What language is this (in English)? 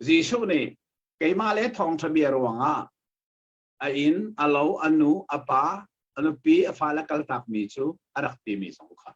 Hakha Chin